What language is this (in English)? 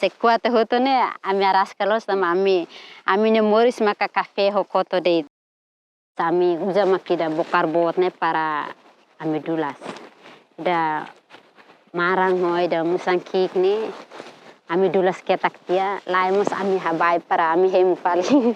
Tetum